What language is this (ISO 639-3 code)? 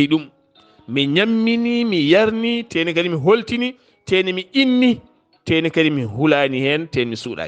ful